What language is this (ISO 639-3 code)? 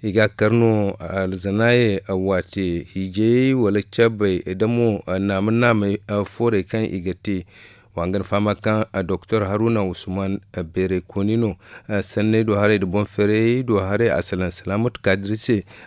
dje